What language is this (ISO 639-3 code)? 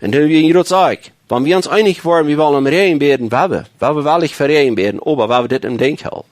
pdt